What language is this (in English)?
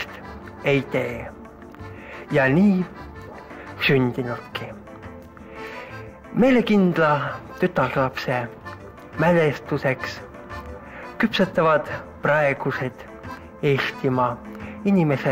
Estonian